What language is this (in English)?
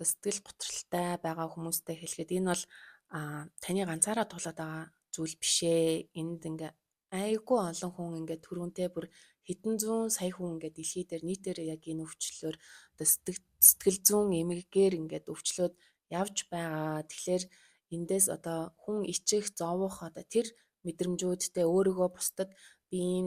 Mongolian